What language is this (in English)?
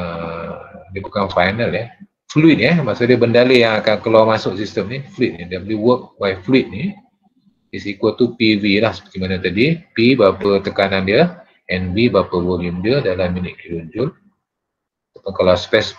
Malay